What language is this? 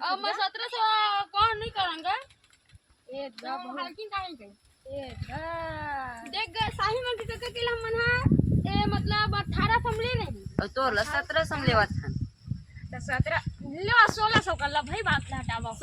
Chhattisgarhi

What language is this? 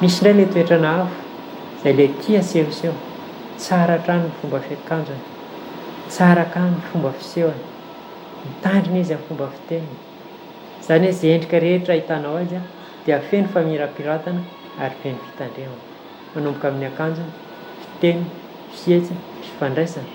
Malagasy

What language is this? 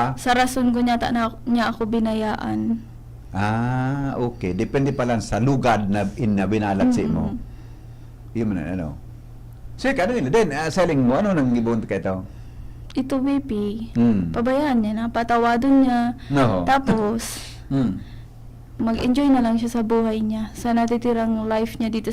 Bikol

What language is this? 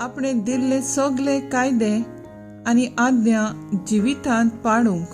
Konkani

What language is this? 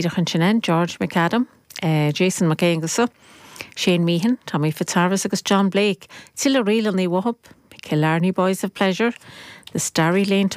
Irish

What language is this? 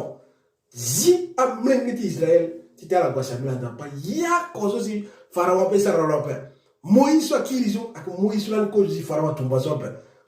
Sango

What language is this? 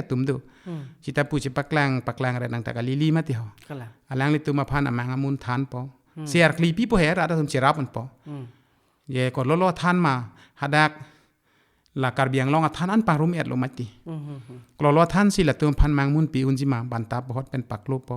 Karbi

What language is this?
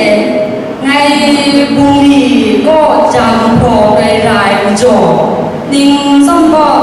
Kachin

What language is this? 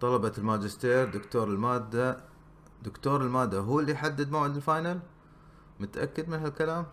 Gulf Arabic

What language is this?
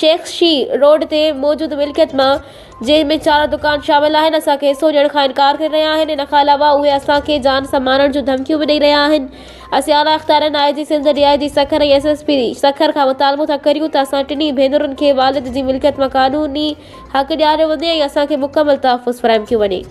Sindhi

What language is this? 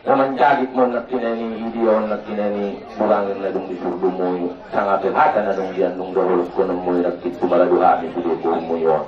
Batak Angkola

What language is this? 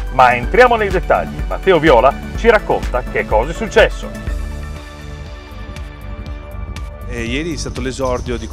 Italian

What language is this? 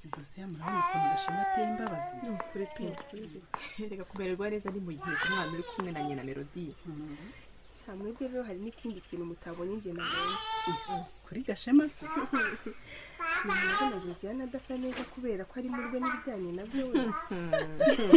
Kinyarwanda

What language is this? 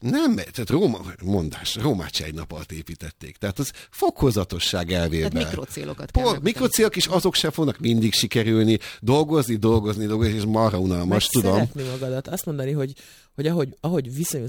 Hungarian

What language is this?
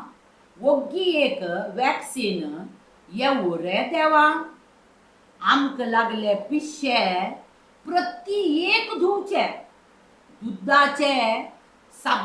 Konkani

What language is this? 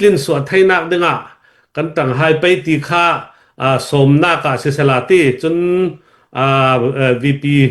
Falam Chin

